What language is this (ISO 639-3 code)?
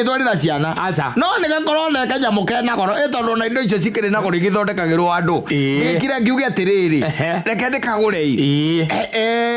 kik